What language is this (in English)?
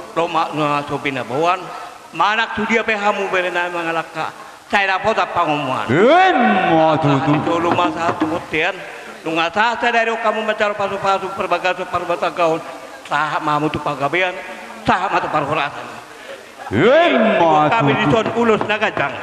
Batak Toba